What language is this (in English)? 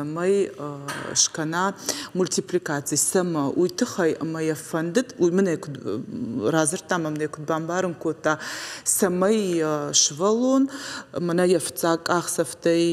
Ossetic